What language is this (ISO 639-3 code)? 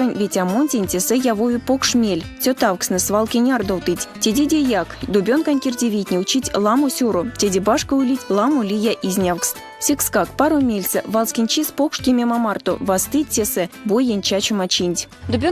myv